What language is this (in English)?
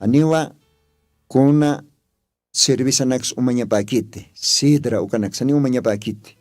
Aymara